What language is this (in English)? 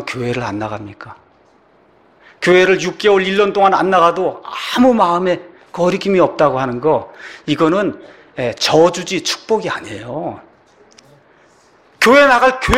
Korean